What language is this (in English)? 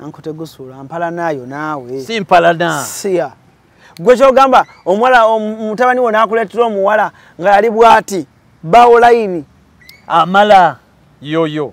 Ganda